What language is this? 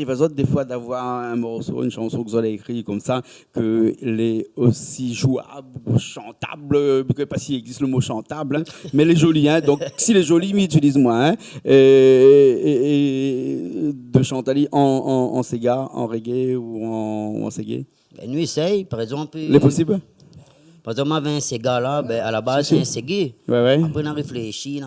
Réunion Creole French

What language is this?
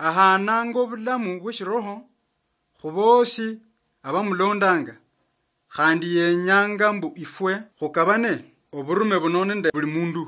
Luyia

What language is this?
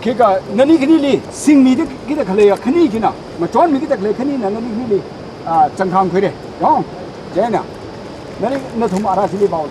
Tangkhul Naga (India)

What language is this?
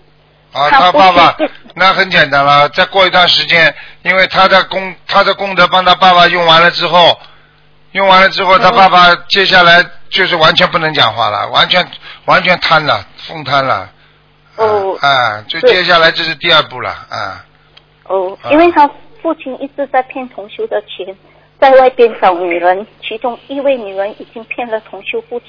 Chinese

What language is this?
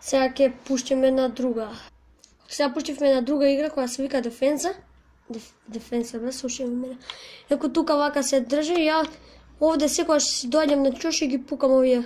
Macedonian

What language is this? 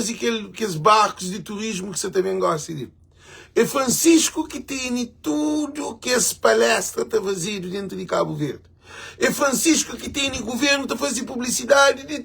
Kabuverdianu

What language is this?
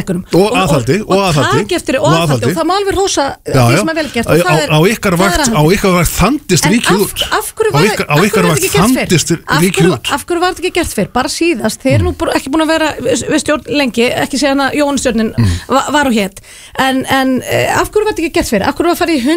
Icelandic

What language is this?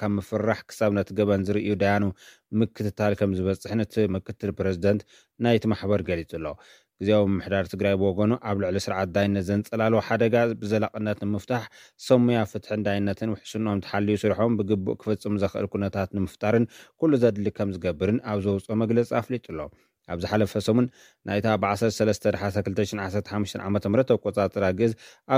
Tigrinya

